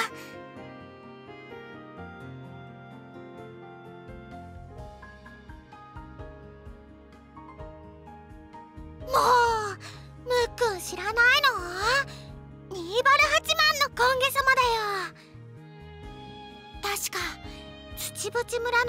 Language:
Japanese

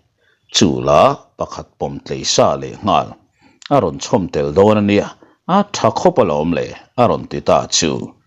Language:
Mizo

